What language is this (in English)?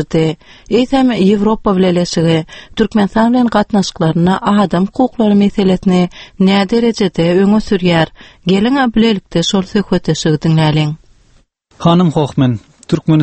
Turkmen